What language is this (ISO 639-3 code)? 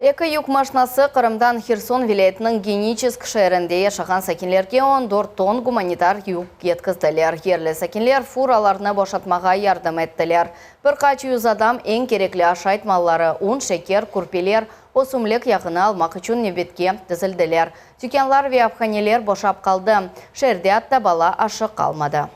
crh